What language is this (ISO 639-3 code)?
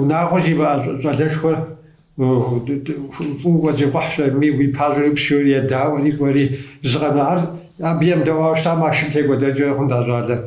kbd